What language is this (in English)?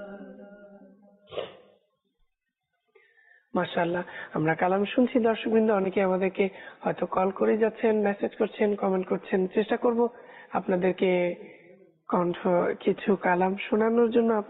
Bangla